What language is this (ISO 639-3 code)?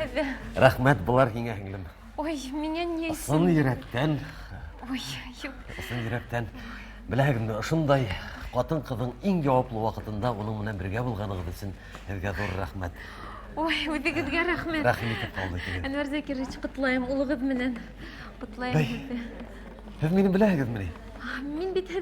bak